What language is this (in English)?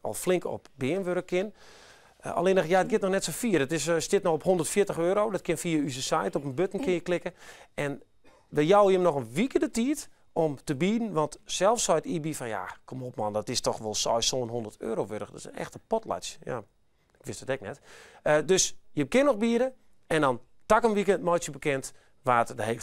Western Frisian